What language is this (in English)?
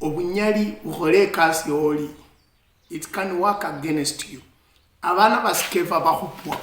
Luyia